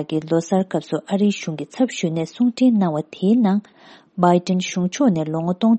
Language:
Tibetan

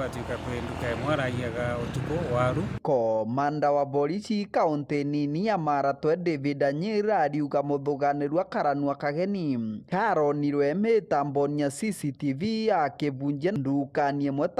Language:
Meru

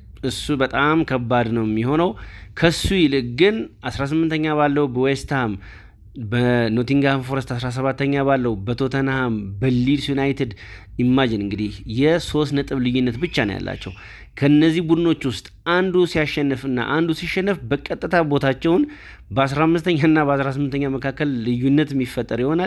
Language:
Amharic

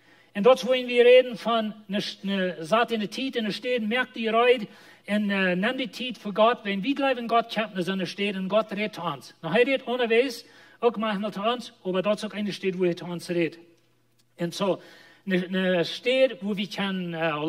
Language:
Plautdietsch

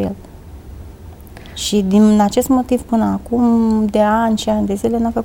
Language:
Romanian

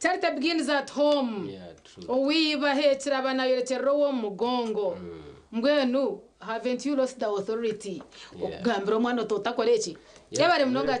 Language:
Nyankole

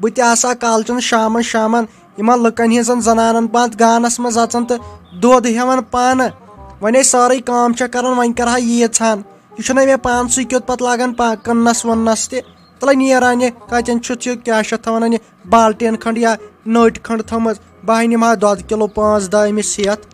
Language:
Kashmiri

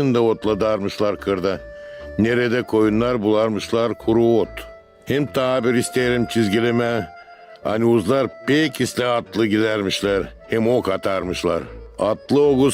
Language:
Gagauz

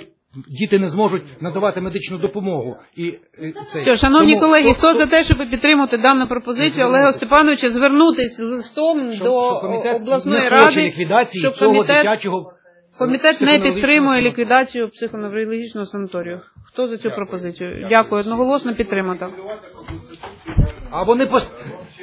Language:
Ukrainian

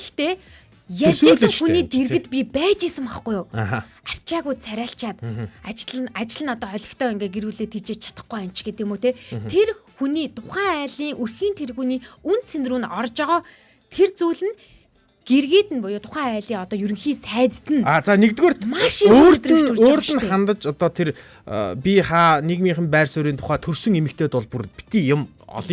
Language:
Mongolian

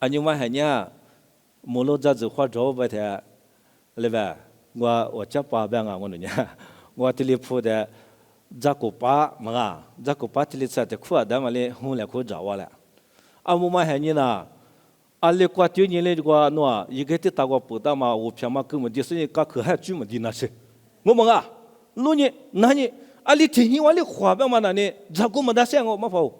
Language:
Lisu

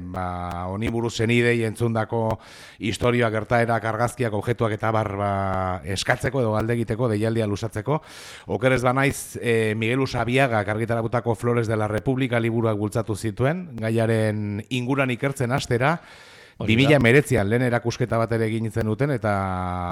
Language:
Basque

